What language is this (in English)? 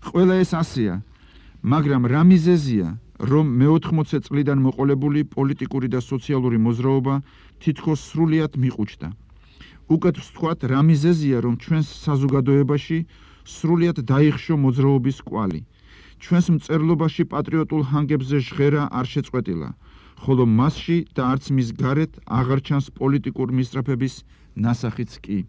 Georgian